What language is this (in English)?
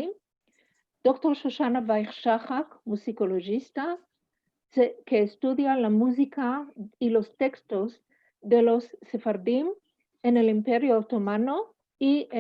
Ladino